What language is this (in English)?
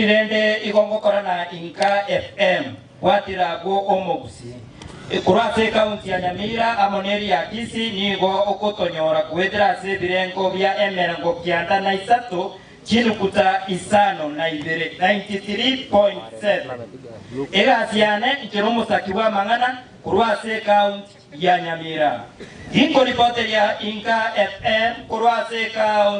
Gusii